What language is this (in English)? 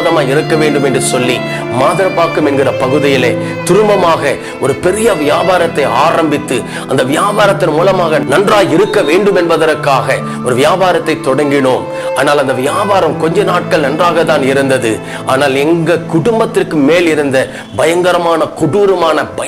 Tamil